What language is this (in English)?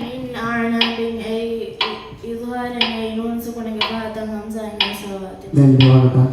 Divehi